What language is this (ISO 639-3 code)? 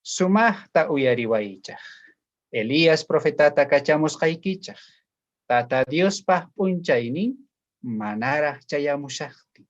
quh